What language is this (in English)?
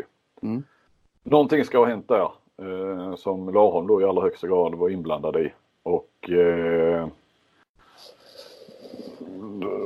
Swedish